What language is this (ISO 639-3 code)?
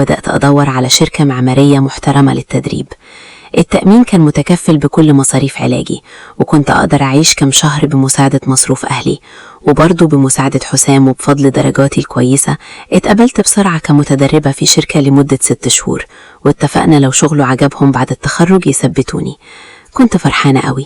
arz